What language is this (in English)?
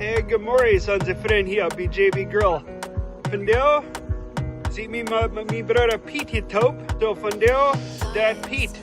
Plautdietsch